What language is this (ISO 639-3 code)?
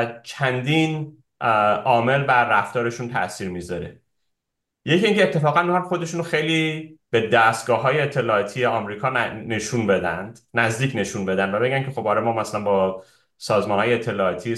fas